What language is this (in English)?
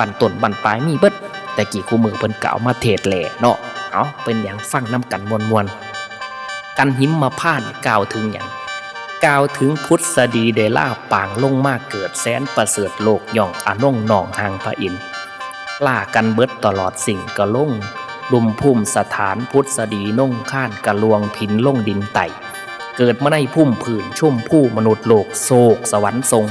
Northeastern Thai